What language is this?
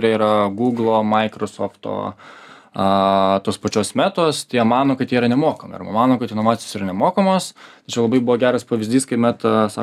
Lithuanian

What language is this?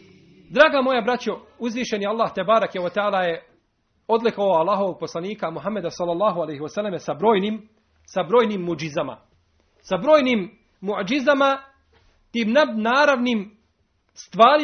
Bosnian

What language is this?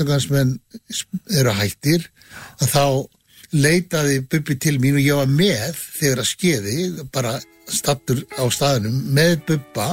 Icelandic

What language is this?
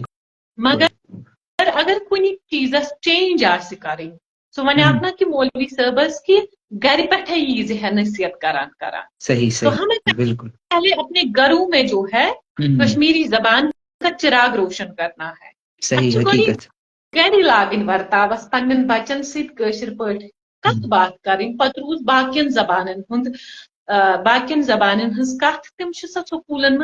Kashmiri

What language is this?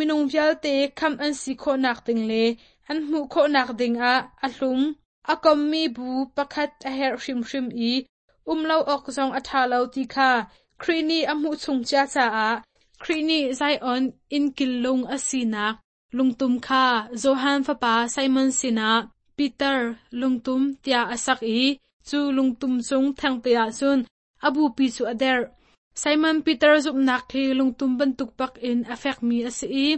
Hakha Chin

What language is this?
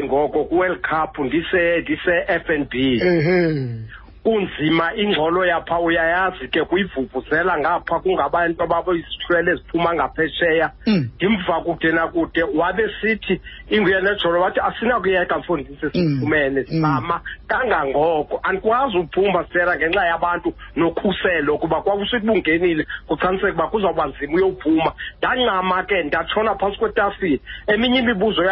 Xhosa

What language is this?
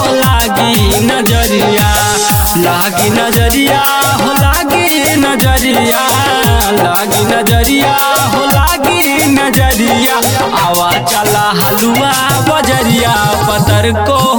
Bhojpuri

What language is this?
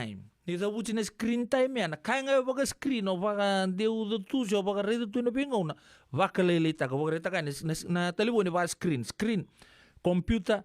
Fijian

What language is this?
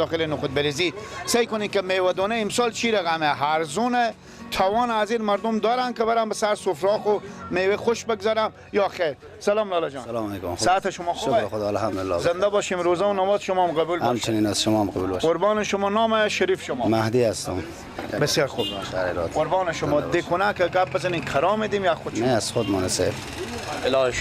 Persian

